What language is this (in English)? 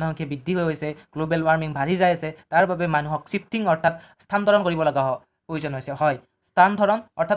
Assamese